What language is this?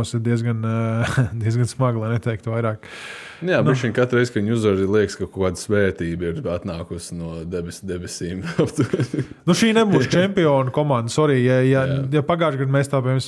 Latvian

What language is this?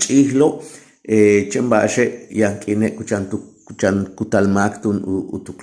Yucateco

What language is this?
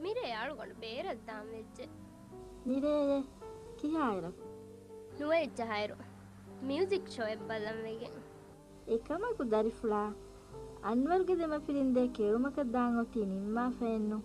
Divehi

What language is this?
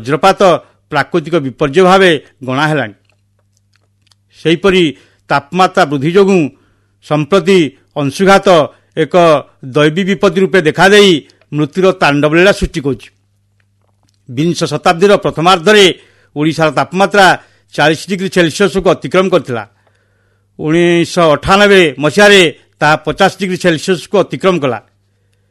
Odia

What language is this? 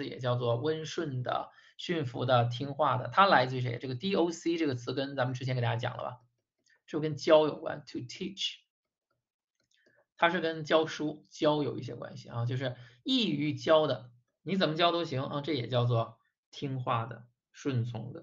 Chinese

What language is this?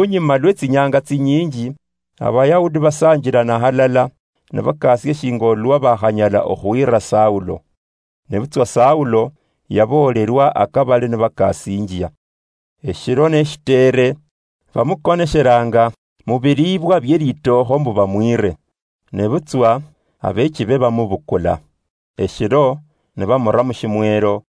Luyia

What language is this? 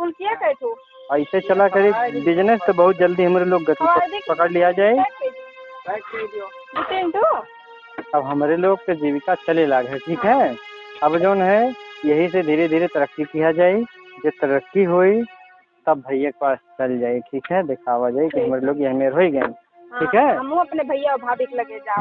Awadhi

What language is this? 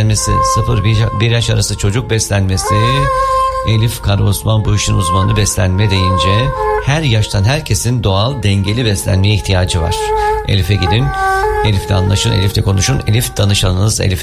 Turkish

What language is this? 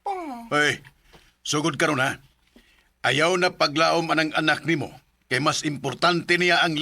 Cebuano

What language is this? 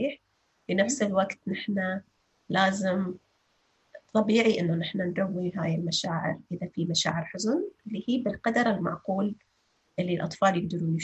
North Levantine Arabic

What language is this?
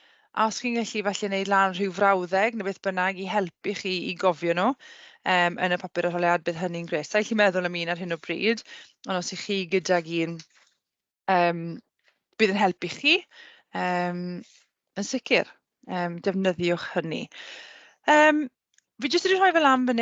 Welsh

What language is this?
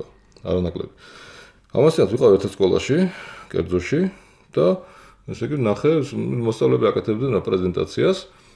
Georgian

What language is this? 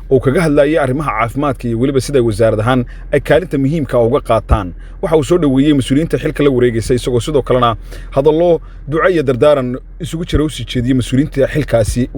Somali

